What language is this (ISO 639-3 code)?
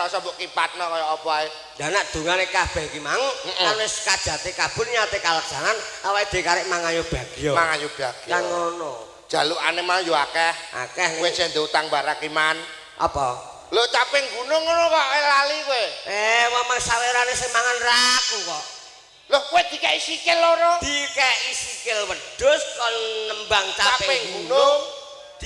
jav